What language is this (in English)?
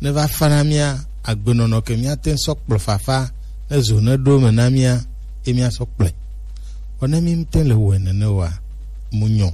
Gen